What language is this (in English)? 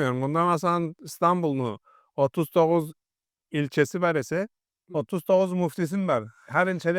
Karachay-Balkar